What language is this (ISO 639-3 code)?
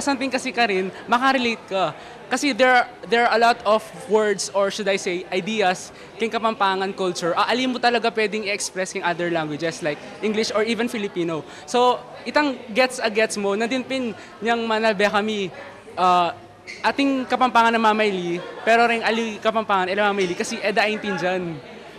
pam